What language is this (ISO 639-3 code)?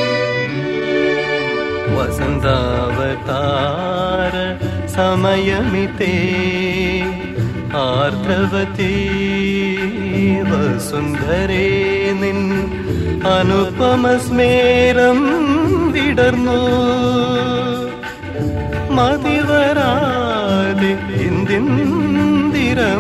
mal